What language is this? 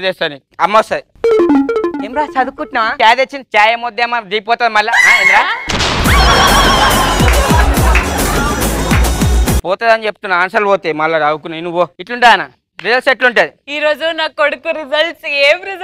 Telugu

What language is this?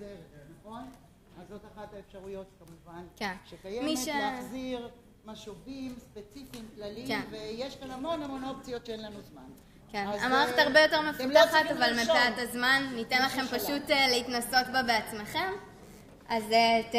Hebrew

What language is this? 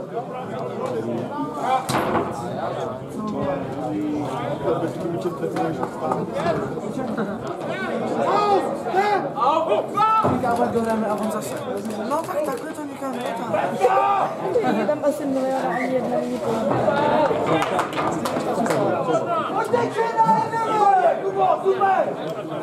Czech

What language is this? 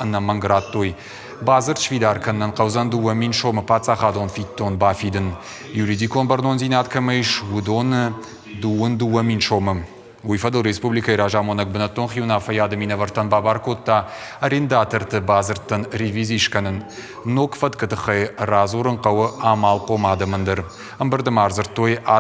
Ossetic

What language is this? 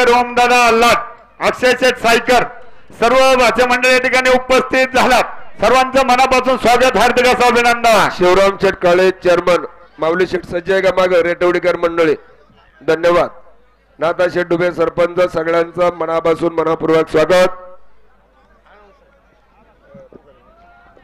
Marathi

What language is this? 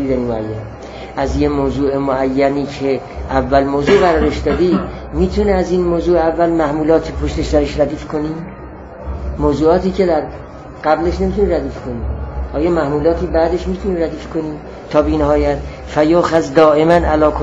Persian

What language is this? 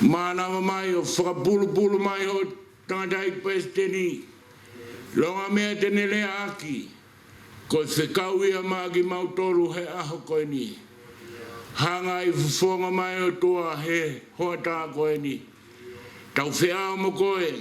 Tongan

